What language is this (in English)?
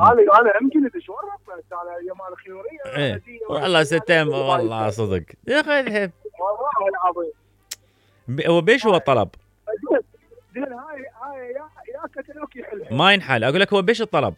Mesopotamian Arabic